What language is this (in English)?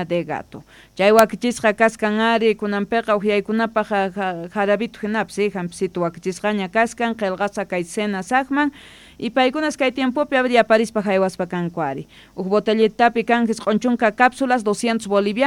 South Bolivian Quechua